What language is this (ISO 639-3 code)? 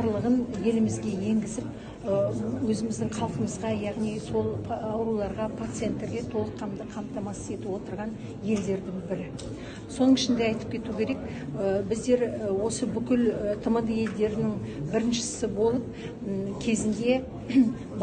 kaz